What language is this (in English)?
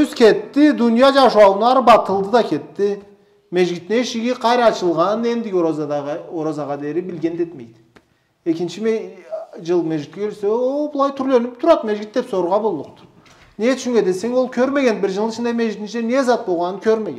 Karachay-Balkar